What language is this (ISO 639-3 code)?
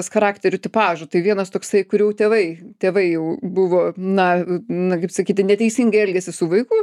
lit